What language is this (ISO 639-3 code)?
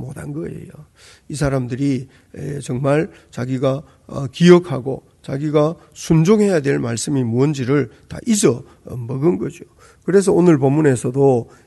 kor